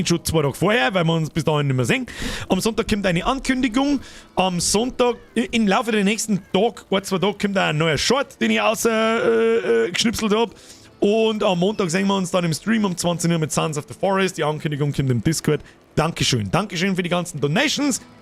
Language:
Bavarian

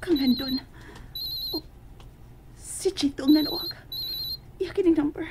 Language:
Cebuano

